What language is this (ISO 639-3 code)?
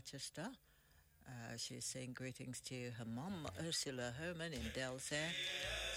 eng